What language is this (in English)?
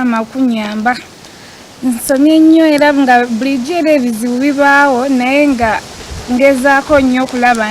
Ganda